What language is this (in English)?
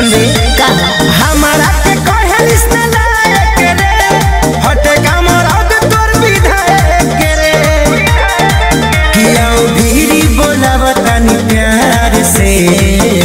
Bhojpuri